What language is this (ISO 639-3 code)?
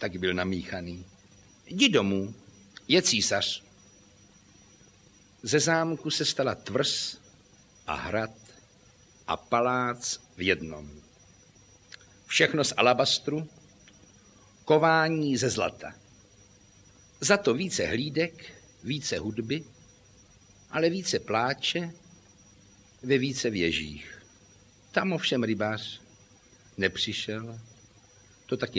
ces